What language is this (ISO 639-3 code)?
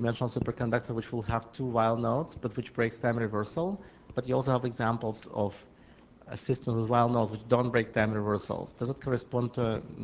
eng